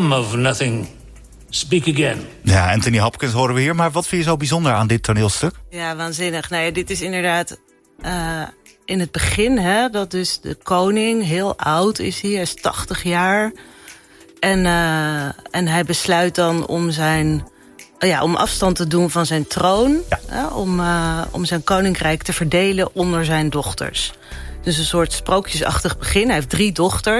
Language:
Dutch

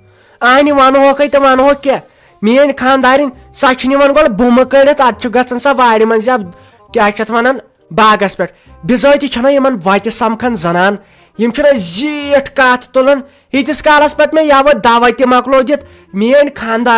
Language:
Kashmiri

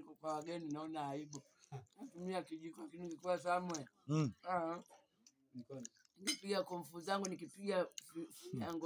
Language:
Swahili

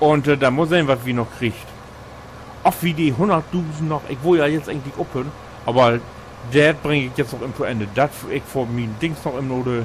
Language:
Low German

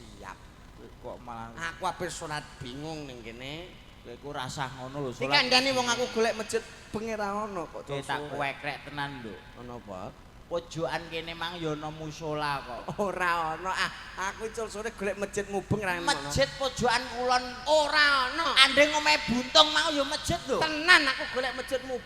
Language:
Javanese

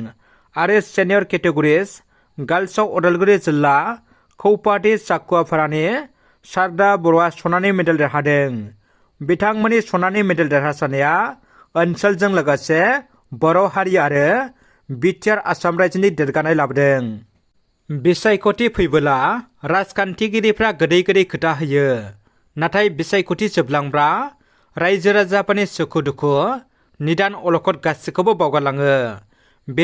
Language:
Bodo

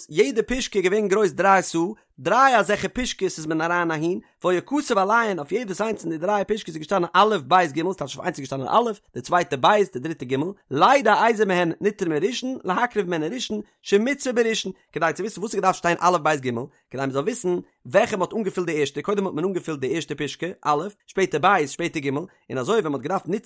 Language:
Yiddish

